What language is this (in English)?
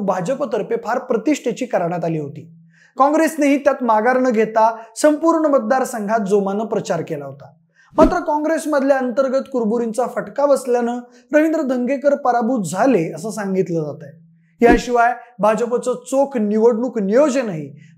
Marathi